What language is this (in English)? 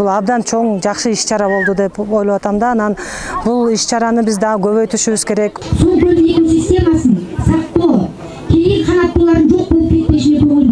Kyrgyz